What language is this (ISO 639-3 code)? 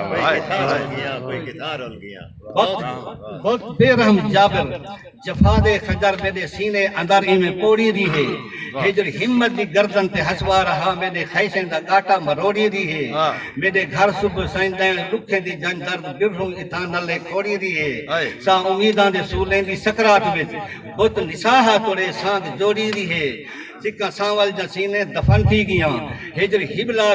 skr